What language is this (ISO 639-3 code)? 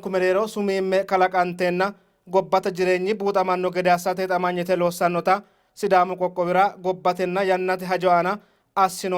sid